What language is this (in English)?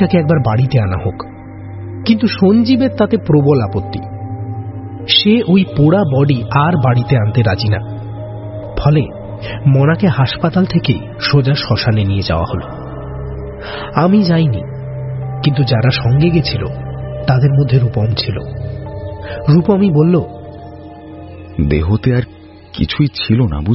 Bangla